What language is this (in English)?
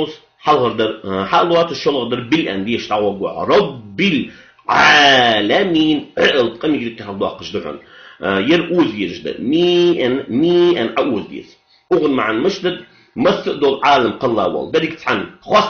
Ingush